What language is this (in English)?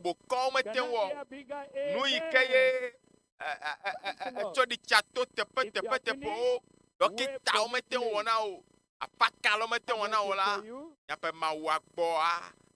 Ewe